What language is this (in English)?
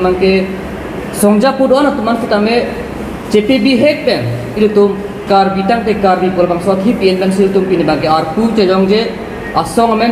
Karbi